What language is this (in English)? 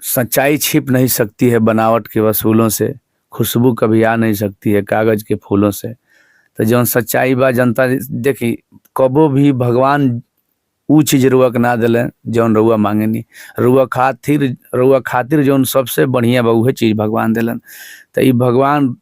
Bhojpuri